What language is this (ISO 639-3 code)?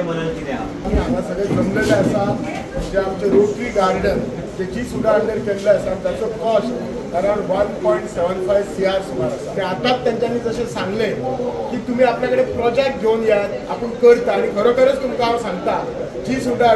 kok